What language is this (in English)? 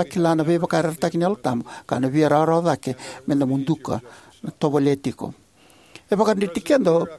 Fijian